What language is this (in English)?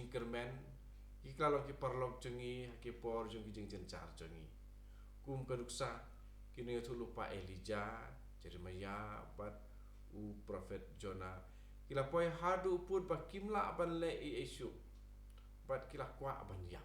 Khasi